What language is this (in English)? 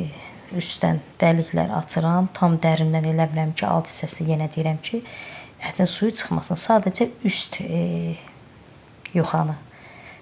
Azerbaijani